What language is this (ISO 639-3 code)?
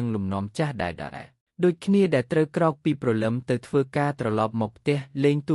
khm